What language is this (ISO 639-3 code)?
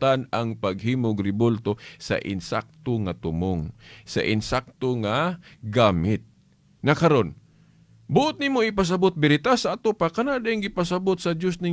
ceb